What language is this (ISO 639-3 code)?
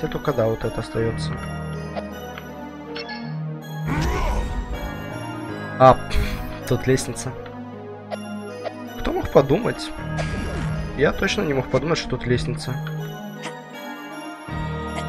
rus